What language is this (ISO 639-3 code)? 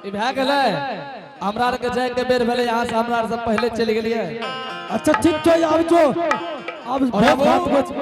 anp